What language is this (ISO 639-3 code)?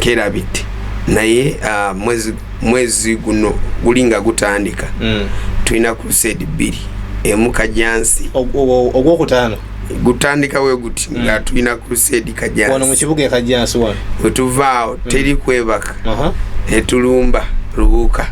lug